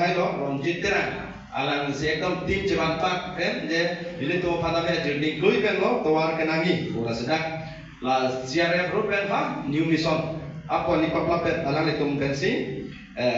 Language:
Karbi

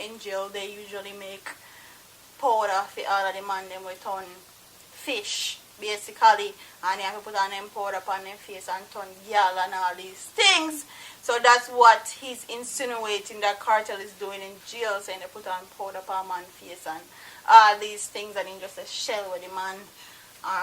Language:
Jamaican Creole English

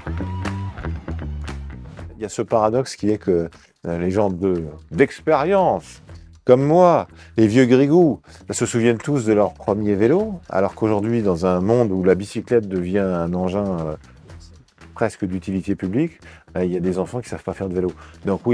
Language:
French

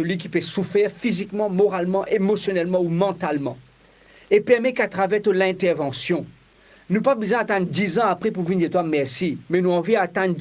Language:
Morisyen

